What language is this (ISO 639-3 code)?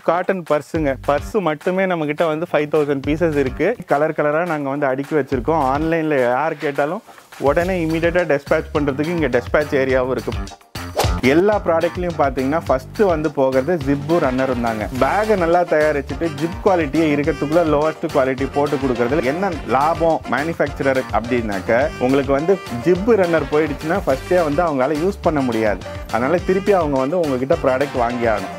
tam